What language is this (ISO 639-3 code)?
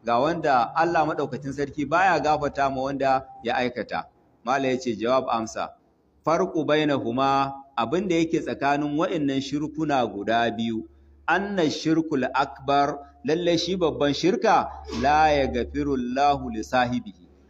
hau